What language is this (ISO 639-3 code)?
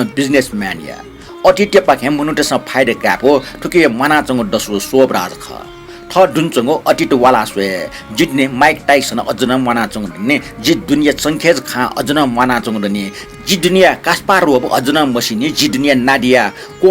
new